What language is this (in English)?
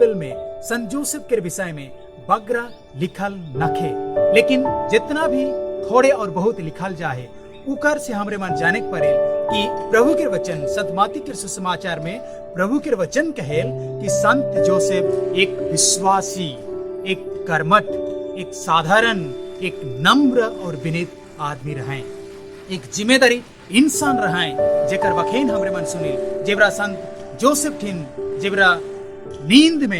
Sadri